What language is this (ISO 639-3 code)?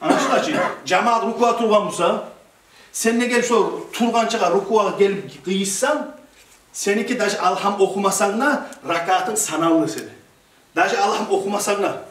kum